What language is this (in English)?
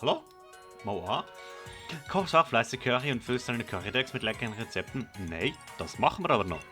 Swiss German